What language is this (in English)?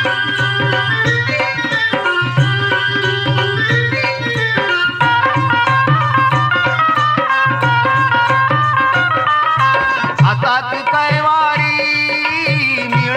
Marathi